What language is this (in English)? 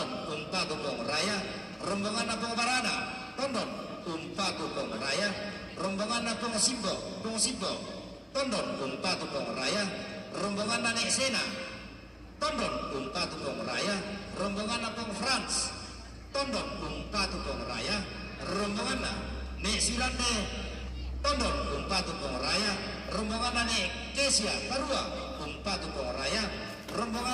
Toraja-Sa'dan